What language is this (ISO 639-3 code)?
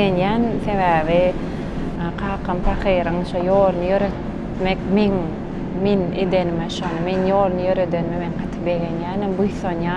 tuk